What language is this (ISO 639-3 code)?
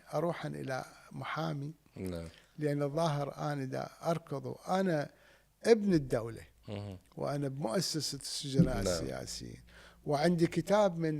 acm